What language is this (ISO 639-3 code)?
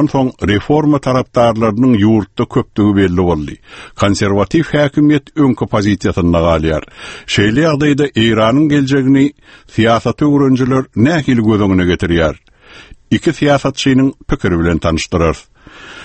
tuk